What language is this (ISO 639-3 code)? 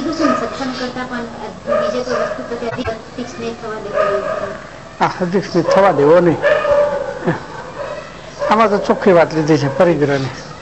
guj